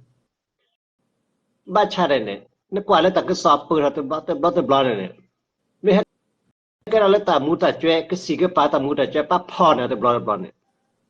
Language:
S'gaw Karen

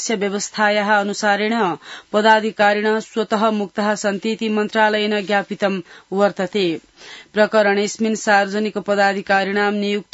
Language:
Sanskrit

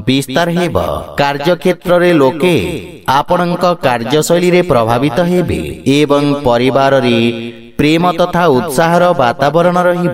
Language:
Odia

